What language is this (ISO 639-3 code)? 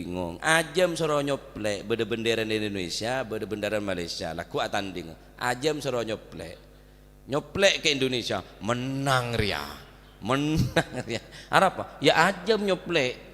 mad